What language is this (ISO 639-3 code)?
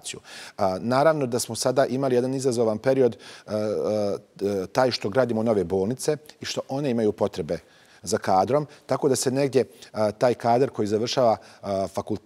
bos